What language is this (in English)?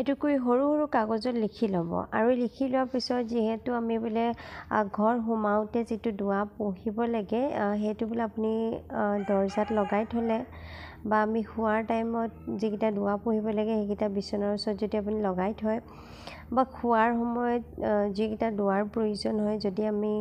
Assamese